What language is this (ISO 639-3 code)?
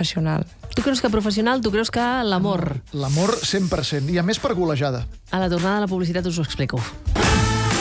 cat